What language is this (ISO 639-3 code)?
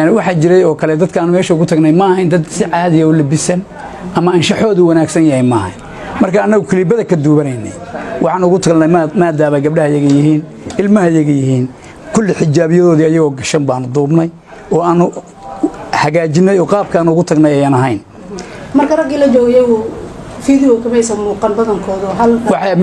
som